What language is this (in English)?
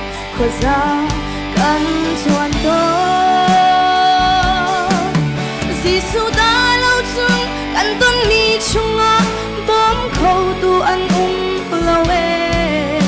Hakha Chin